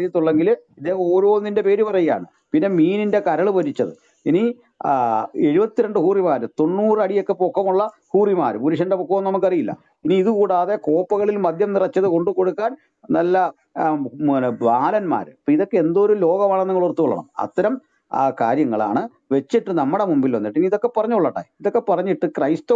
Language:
Malayalam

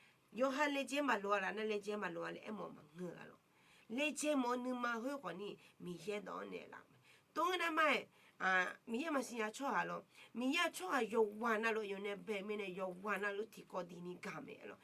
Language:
Akha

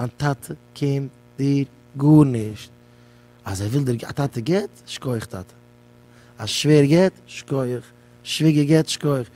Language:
Yiddish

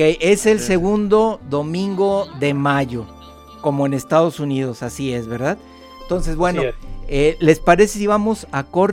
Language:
Spanish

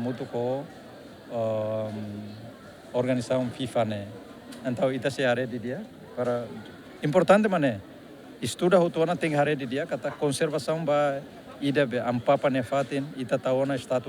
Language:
Tetum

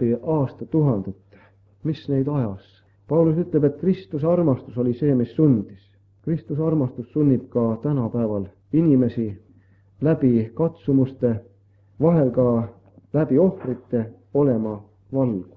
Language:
Estonian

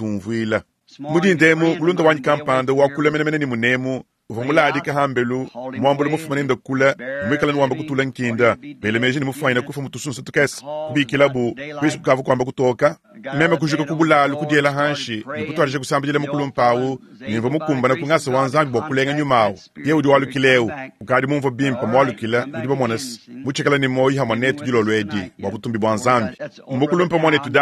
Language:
Luba-Lulua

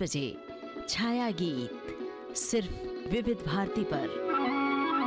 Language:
Hindi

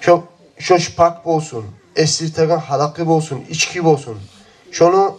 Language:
Kumyk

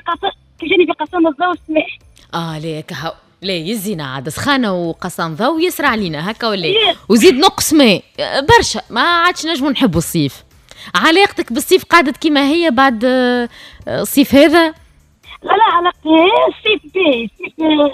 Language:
Tunisian Arabic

